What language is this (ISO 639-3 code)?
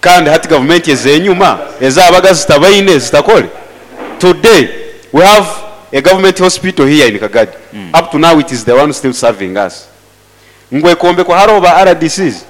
nyo